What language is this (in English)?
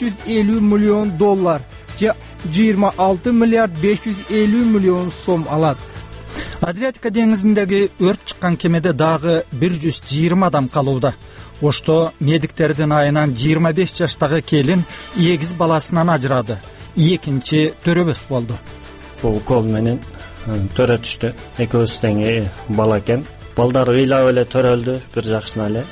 Kyrgyz